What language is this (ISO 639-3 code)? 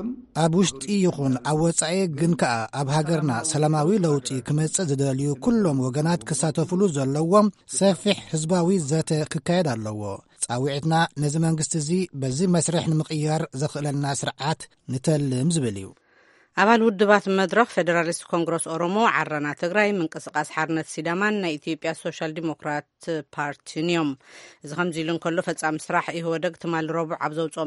tir